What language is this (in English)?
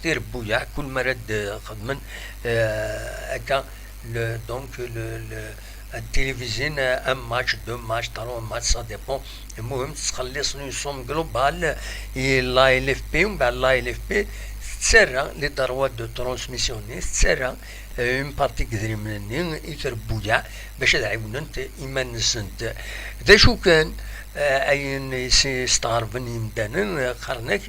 Kabyle